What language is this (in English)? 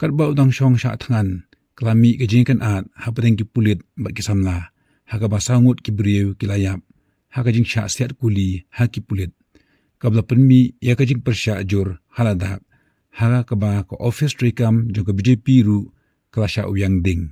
Khasi